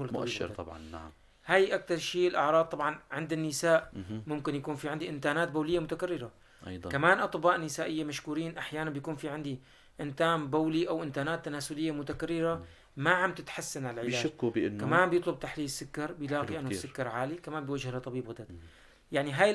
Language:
North Levantine Arabic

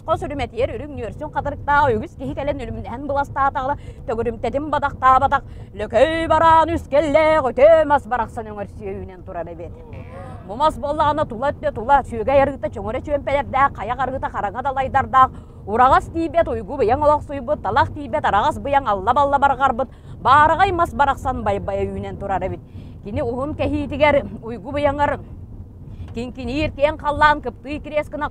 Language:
Yakut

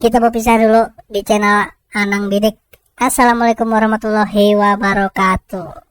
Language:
Banjar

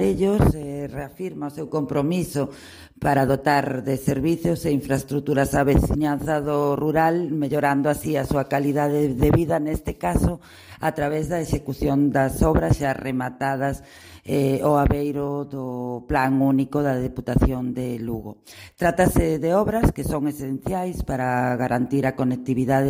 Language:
Galician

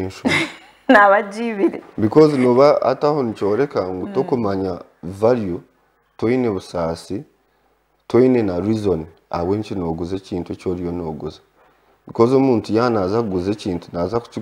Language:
Nyankole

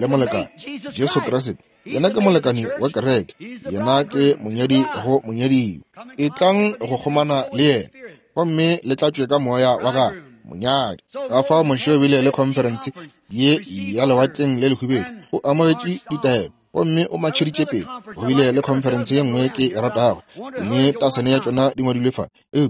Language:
Northern Sotho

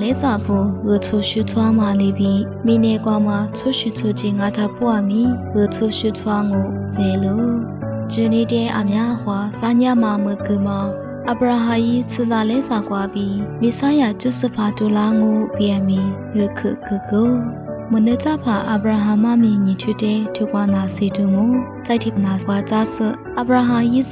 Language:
Lisu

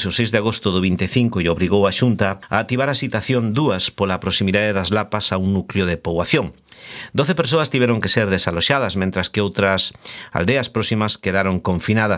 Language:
Galician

